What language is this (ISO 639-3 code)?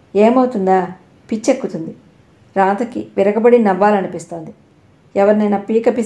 tel